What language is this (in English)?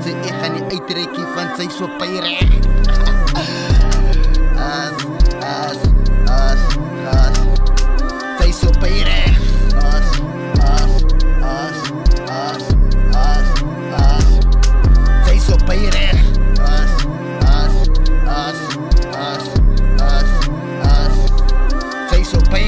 Afrikaans